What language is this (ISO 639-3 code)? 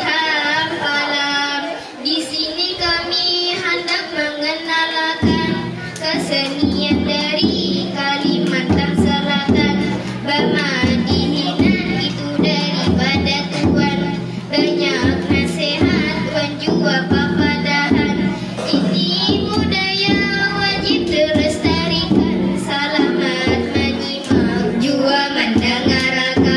bjn